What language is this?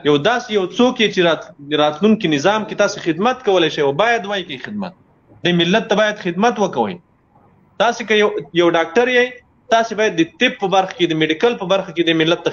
Pashto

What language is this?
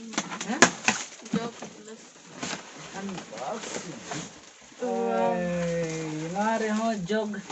Santali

